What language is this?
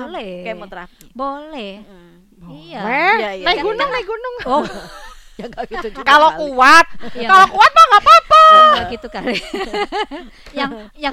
Indonesian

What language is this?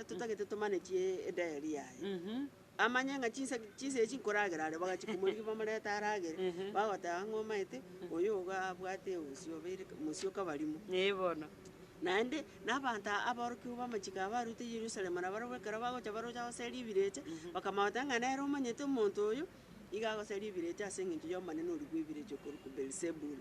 Gusii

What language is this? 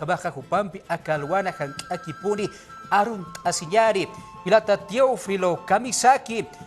Aymara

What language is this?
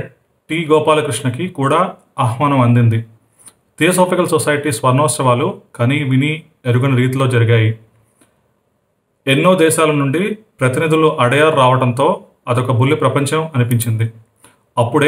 Telugu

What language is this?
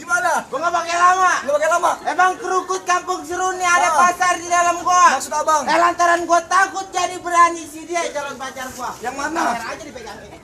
Betawi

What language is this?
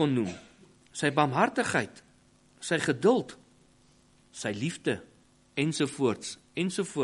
Afrikaans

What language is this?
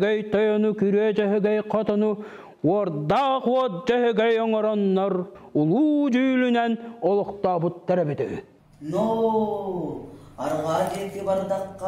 Yakut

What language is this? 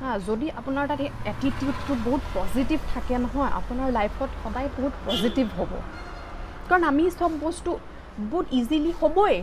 Assamese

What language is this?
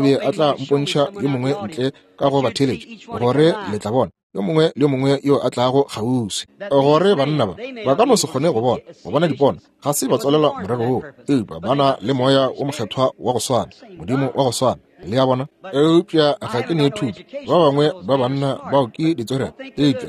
Northern Sotho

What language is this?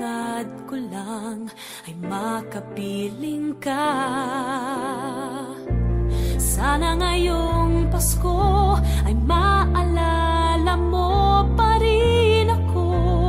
Filipino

